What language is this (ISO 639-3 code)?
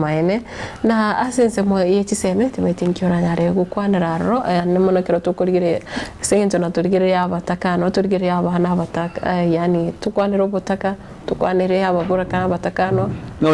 guz